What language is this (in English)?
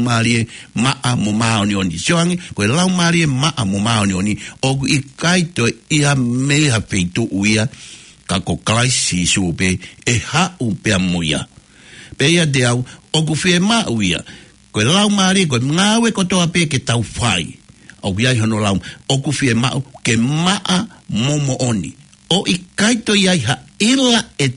Tongan